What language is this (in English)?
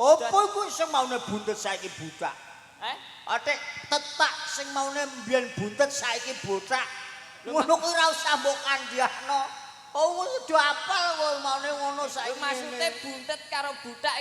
Javanese